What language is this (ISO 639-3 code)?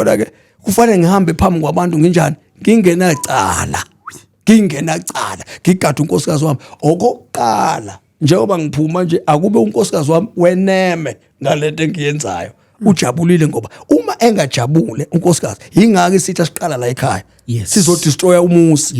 zul